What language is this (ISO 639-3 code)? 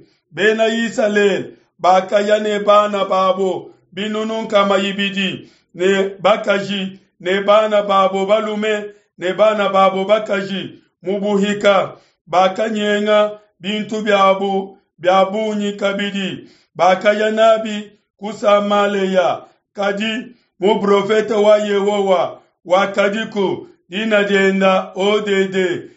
lua